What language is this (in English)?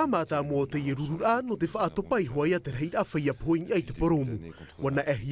Tahitian